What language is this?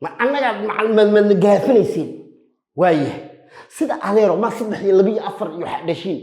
Somali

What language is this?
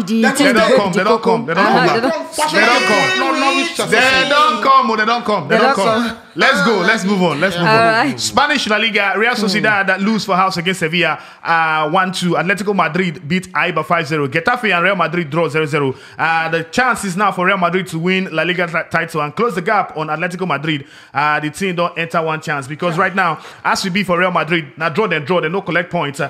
Nigerian Pidgin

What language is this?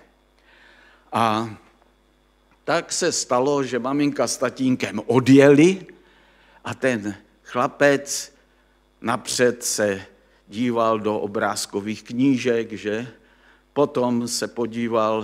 Czech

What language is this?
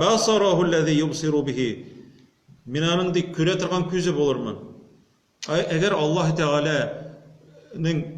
Tatar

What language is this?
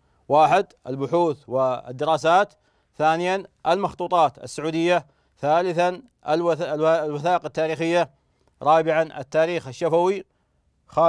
Arabic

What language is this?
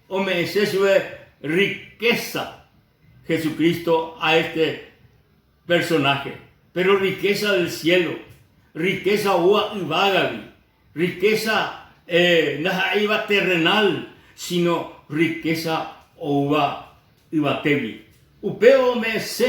Guarani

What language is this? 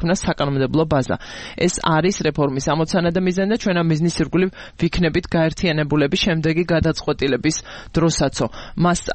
Georgian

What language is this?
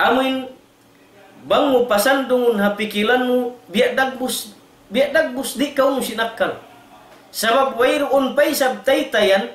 Tausug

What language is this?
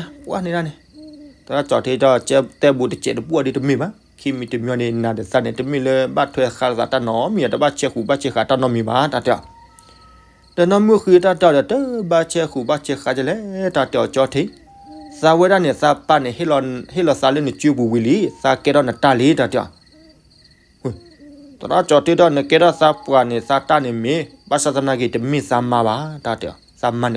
S'gaw Karen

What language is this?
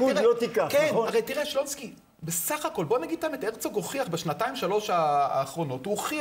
Hebrew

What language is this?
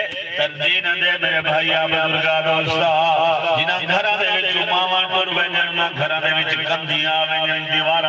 Saraiki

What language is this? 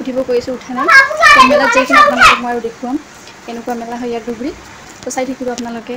Assamese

